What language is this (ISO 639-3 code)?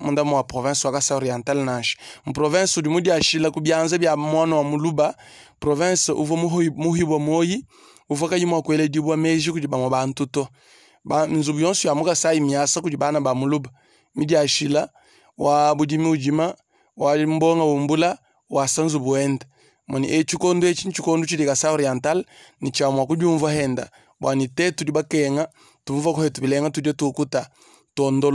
lua